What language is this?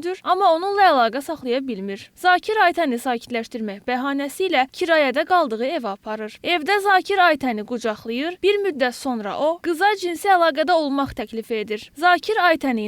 Azerbaijani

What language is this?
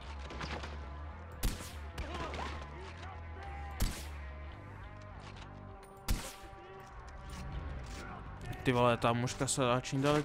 Slovak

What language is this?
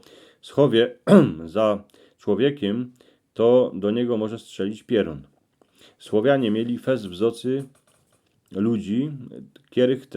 Silesian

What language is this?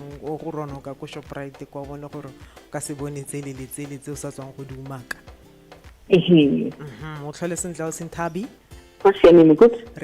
Tswana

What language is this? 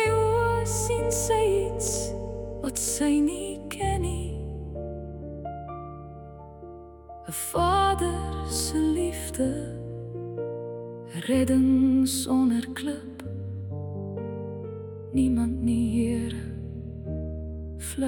Afrikaans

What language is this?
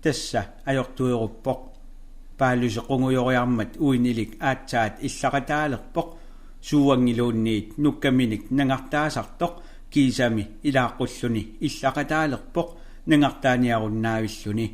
Kalaallisut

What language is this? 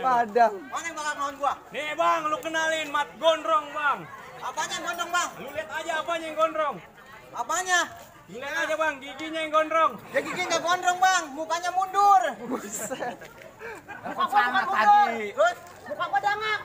Betawi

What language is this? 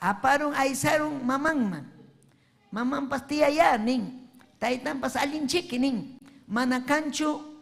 Ayacucho Quechua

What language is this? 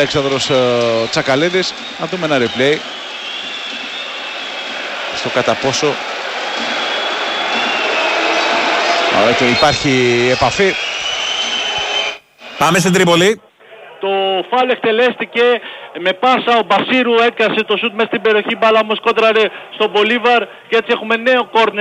Greek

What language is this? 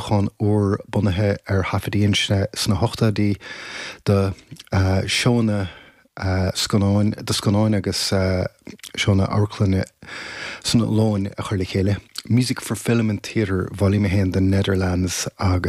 Irish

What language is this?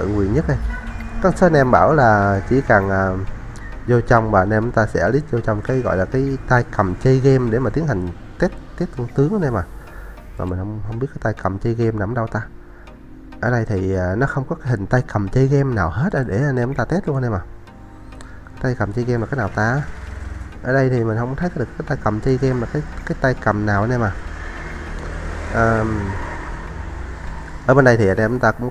Vietnamese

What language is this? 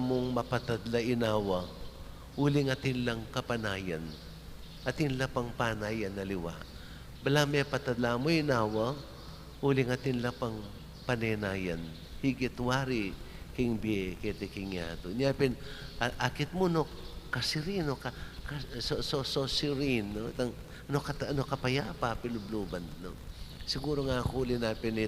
Pampanga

